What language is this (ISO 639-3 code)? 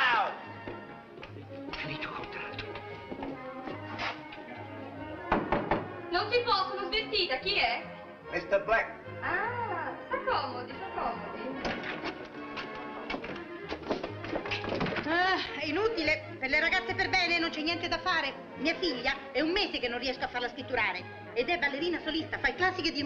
ita